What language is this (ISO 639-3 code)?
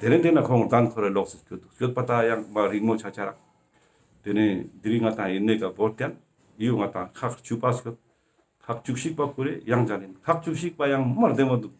lbj